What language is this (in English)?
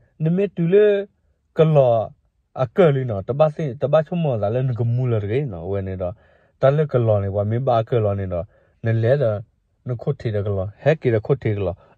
S'gaw Karen